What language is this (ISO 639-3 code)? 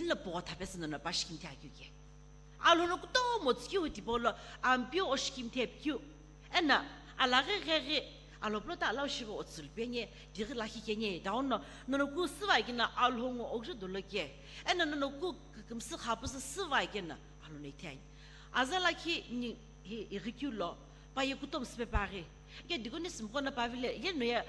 nsm